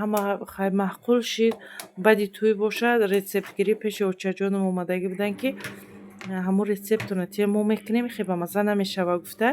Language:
Tajik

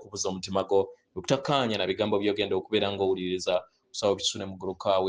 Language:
Ganda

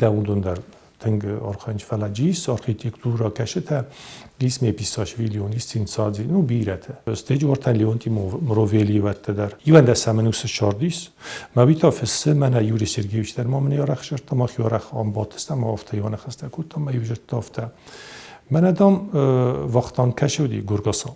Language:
Ossetic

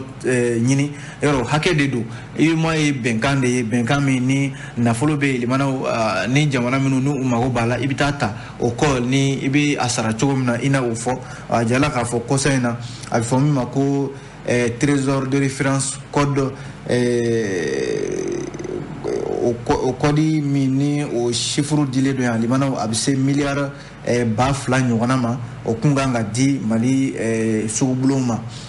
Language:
Bambara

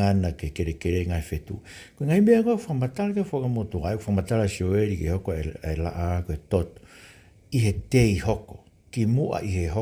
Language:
Tongan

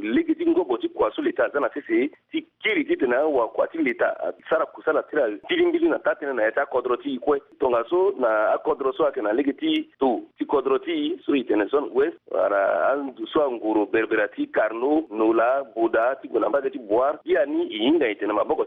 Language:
Sango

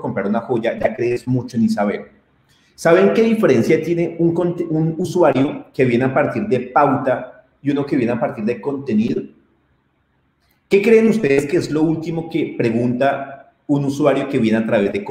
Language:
Spanish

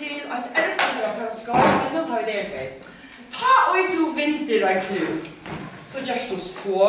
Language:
Faroese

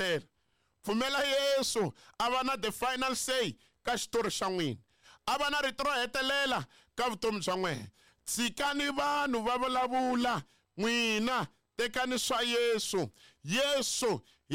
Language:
Tsonga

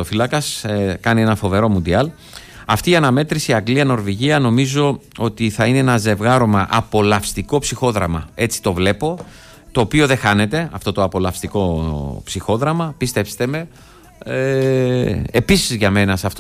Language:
Greek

